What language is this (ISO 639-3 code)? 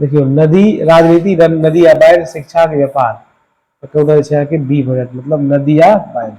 mai